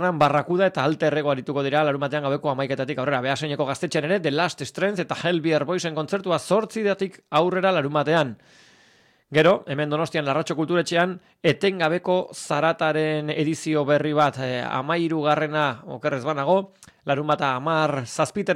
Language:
Basque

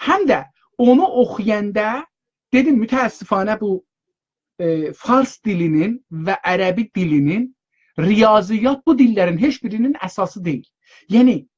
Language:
South Azerbaijani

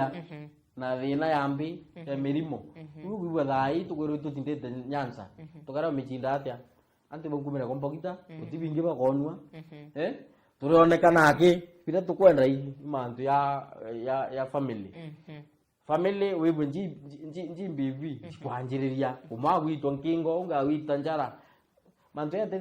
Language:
Meru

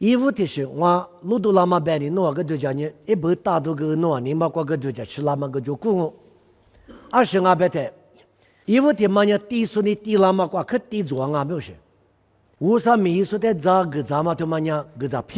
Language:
Lisu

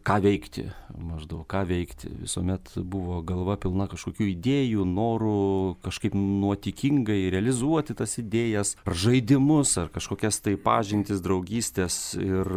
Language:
Lithuanian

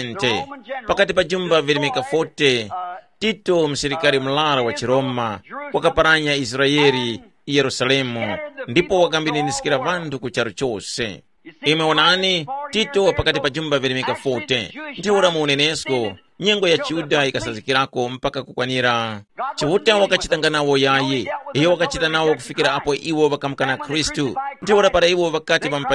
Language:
Tumbuka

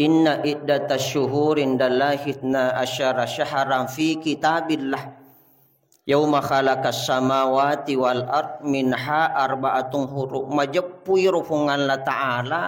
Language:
Buginese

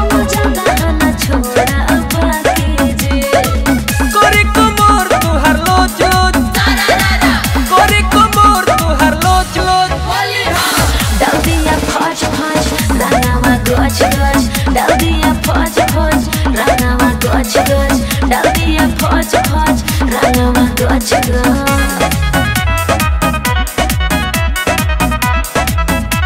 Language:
Bhojpuri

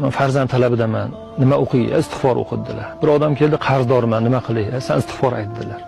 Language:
Uzbek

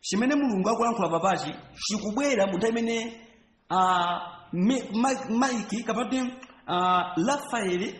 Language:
Nyanja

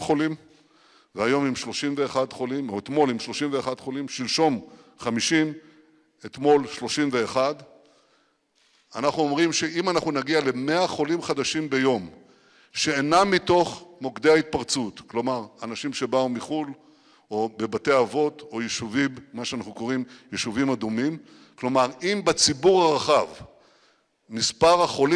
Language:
Hebrew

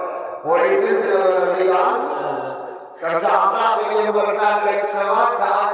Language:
Tigrinya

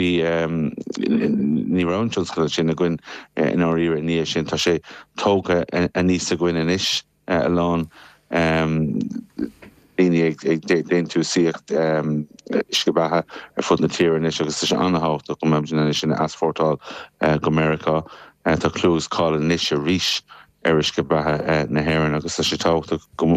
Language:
Irish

